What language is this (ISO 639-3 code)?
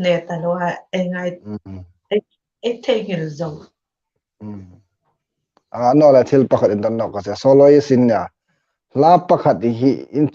hmr